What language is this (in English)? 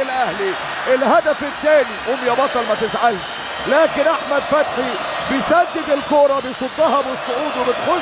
Egyptian Arabic